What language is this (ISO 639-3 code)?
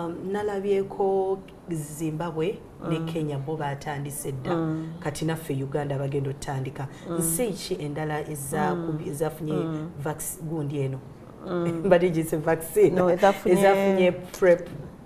lug